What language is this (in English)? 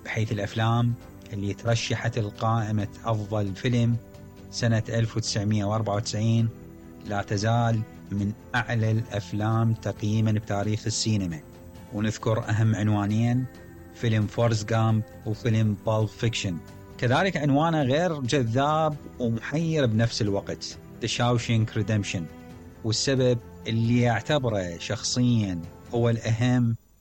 Mesopotamian Arabic